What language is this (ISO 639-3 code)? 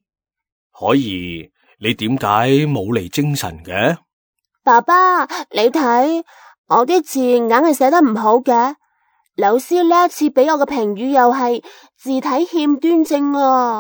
yue